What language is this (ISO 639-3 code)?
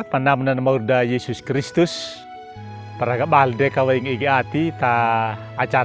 akg